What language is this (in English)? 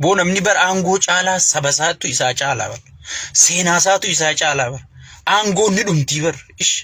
Oromo